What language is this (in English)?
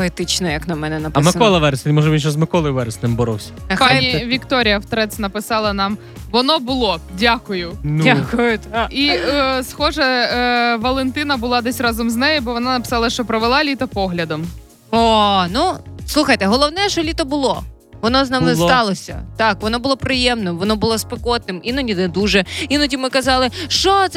Ukrainian